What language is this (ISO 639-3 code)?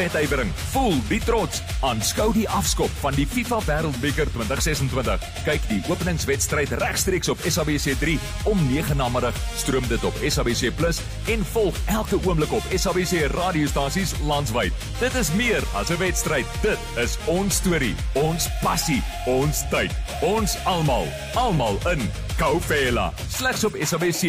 afr